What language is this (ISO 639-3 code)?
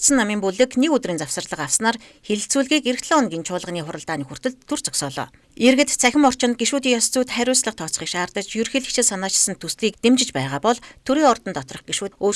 mon